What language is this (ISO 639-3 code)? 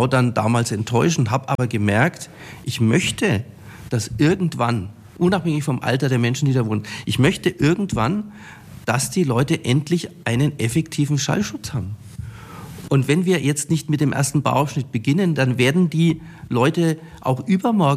deu